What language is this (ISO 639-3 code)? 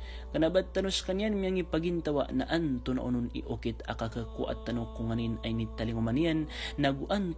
mrw